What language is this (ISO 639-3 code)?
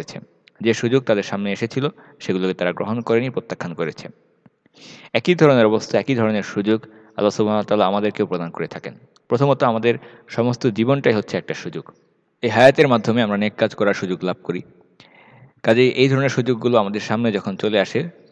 ben